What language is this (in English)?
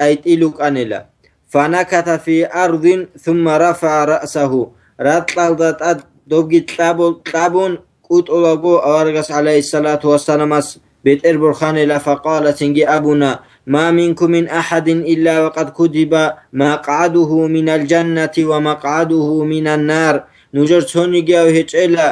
Avaric